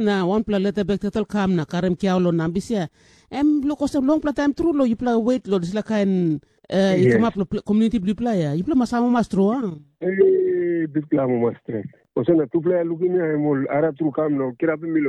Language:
Tok Pisin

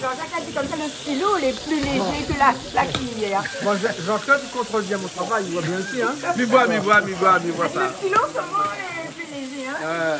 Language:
Réunion Creole French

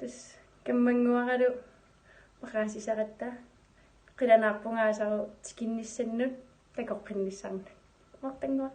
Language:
Kalaallisut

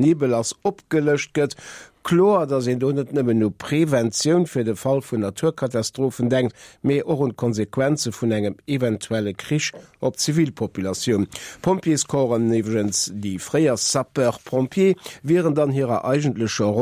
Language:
Luxembourgish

